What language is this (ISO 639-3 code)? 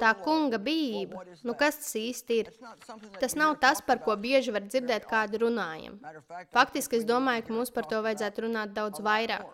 lav